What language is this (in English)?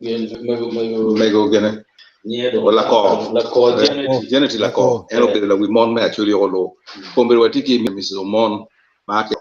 Acoli